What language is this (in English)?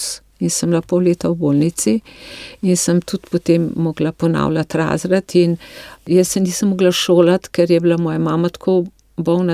Slovenian